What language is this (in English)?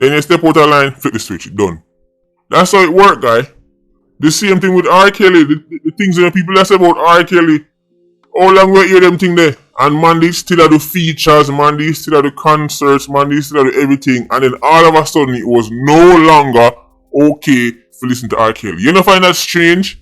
Jamaican Creole English